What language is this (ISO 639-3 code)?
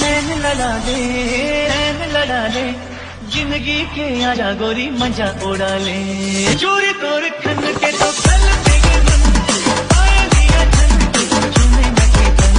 hne